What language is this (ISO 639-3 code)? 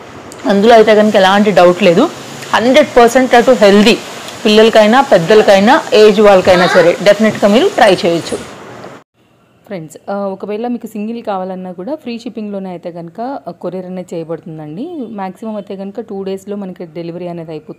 tel